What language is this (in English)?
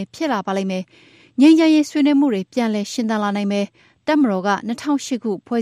Burmese